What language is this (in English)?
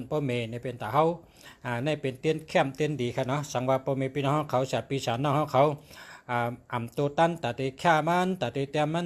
Shan